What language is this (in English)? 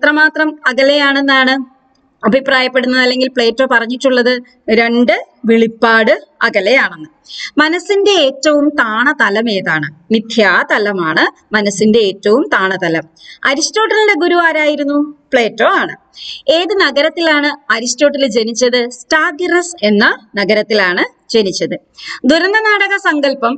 Malayalam